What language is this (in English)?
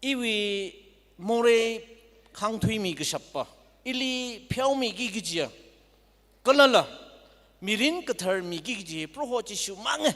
Tangkhul Naga (India)